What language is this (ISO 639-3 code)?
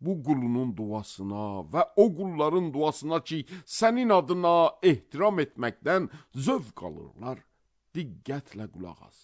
aze